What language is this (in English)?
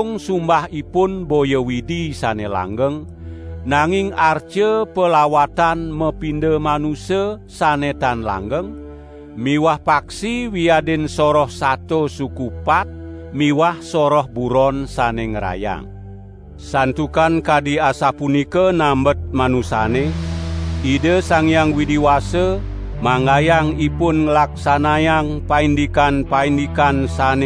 Balinese